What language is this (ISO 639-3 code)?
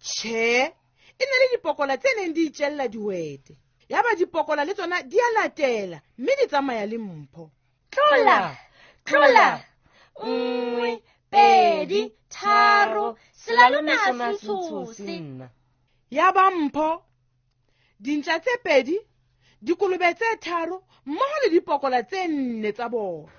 sot